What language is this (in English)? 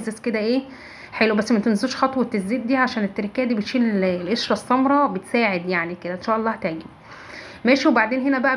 Egyptian Arabic